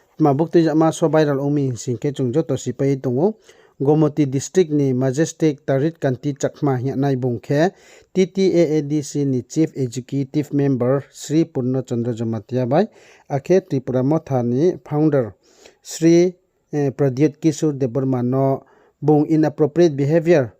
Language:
Riang (India)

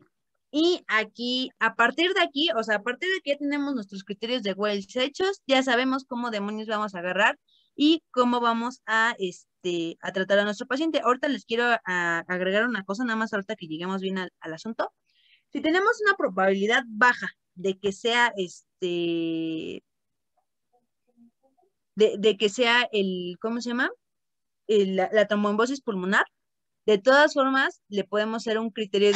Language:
Spanish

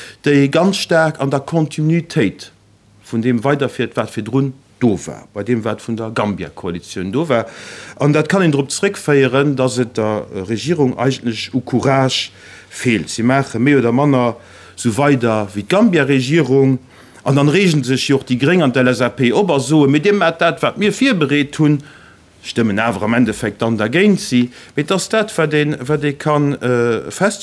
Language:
Luxembourgish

